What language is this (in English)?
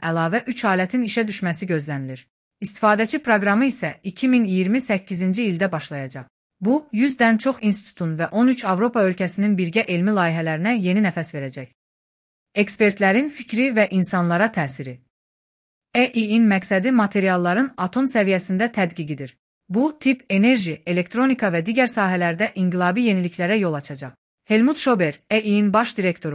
Azerbaijani